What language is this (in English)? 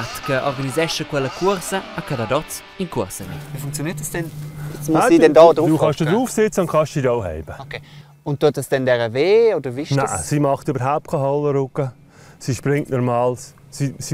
Romansh